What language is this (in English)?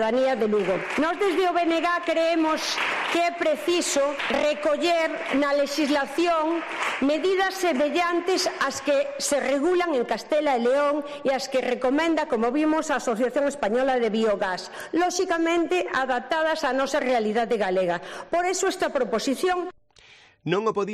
Galician